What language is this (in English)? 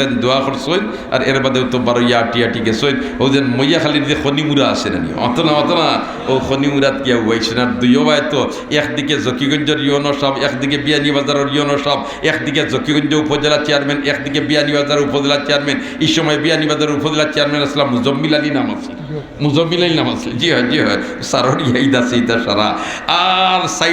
Sylheti